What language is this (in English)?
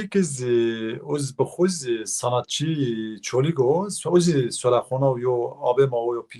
Zaza